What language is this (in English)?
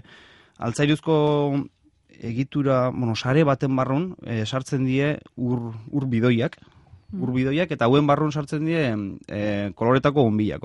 Basque